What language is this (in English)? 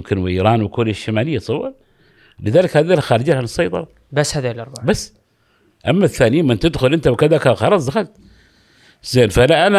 Gulf Arabic